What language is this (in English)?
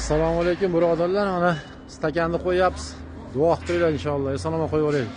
Uzbek